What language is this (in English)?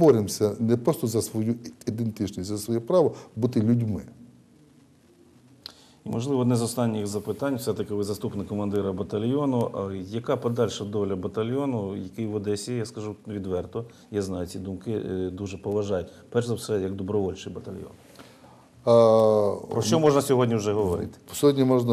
Ukrainian